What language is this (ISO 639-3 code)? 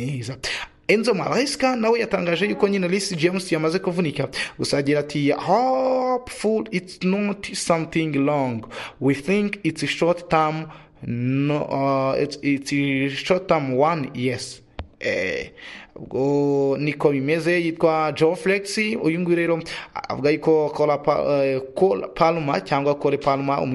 kin